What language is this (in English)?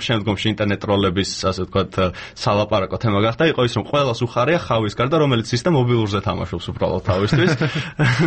Georgian